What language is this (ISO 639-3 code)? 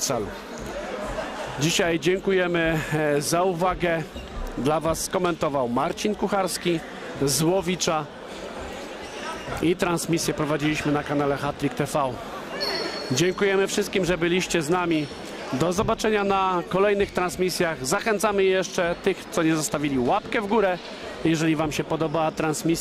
pol